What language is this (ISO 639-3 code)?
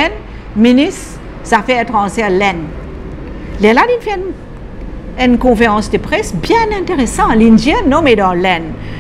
mfe